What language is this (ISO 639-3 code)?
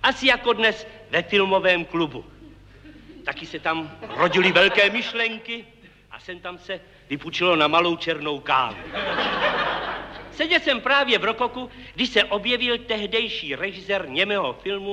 ces